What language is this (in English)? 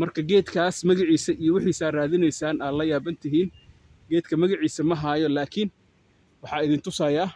Somali